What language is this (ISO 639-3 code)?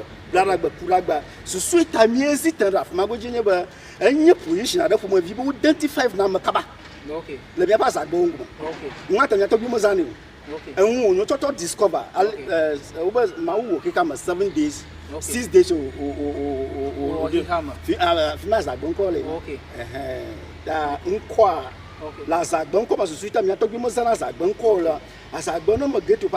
ewe